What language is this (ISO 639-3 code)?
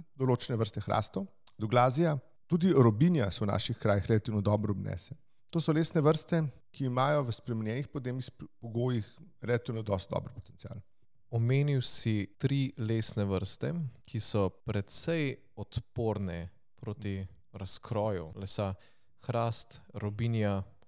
slv